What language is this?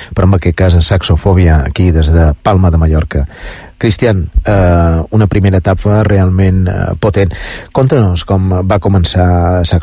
Catalan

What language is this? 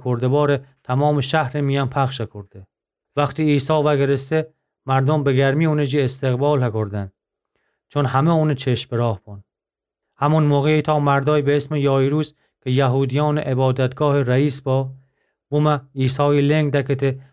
Gilaki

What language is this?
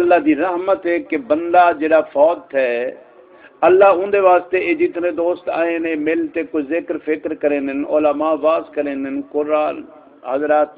Saraiki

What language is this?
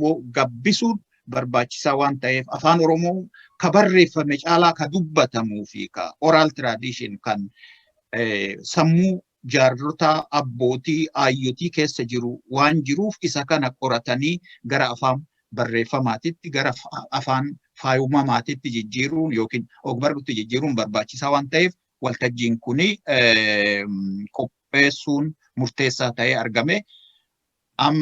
Oromo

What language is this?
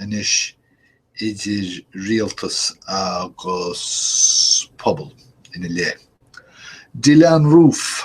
Irish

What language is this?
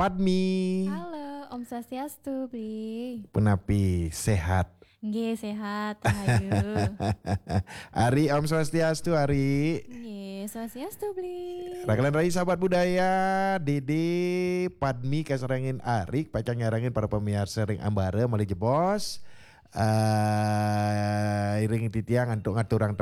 Balinese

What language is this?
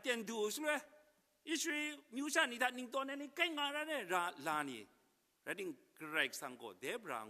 Kachin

